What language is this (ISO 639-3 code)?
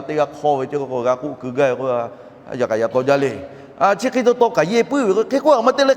lhu